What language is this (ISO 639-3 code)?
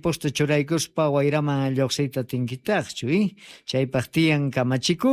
que